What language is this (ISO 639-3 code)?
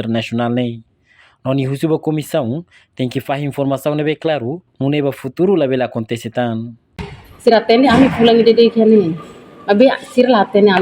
tet